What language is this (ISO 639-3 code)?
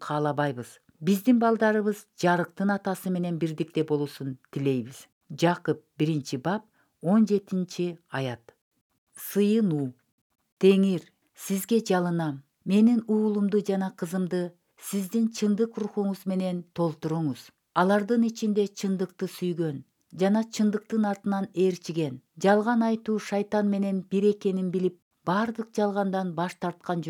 kir